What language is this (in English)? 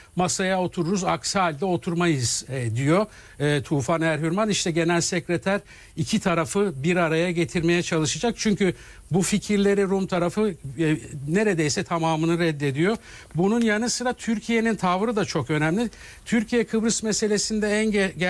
Turkish